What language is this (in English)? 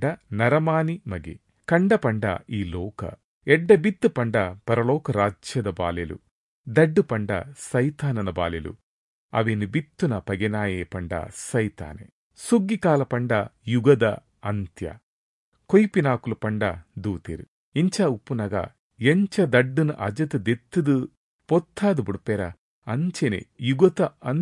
Tulu